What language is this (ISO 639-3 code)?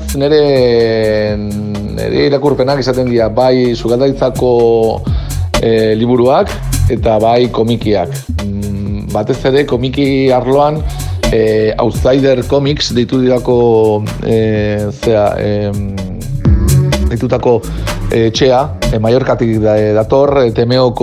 eus